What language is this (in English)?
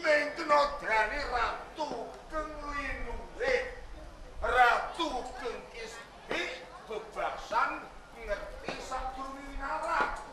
Javanese